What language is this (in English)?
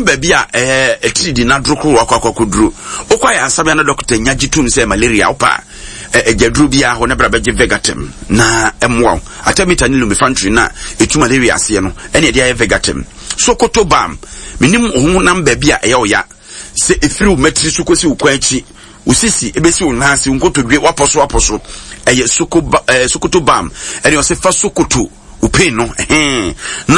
Akan